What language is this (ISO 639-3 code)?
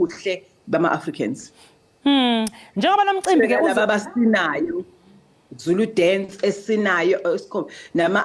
zul